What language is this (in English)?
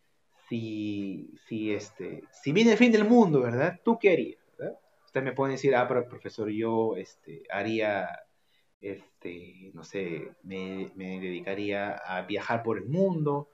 Spanish